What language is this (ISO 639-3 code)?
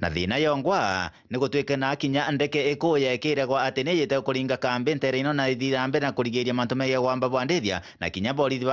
mer